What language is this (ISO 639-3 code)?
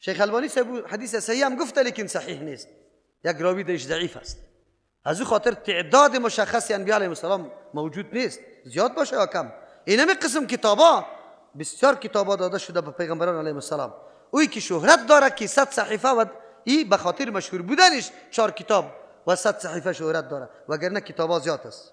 fas